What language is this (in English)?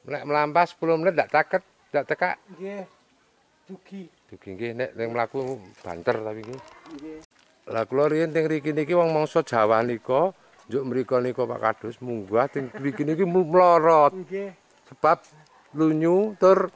Javanese